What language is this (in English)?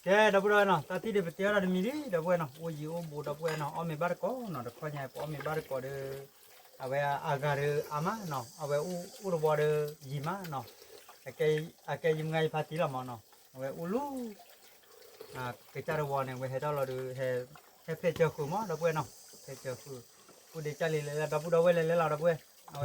S'gaw Karen